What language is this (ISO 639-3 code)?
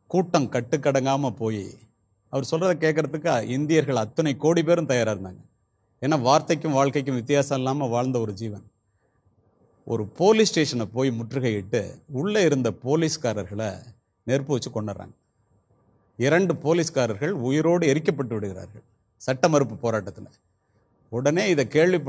tam